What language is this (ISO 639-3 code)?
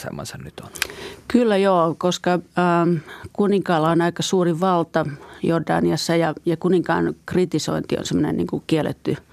fin